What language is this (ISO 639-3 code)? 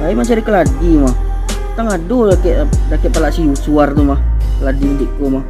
min